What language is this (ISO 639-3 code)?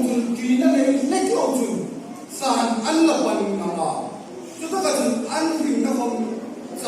hmr